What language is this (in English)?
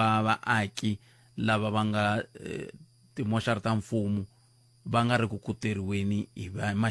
Tsonga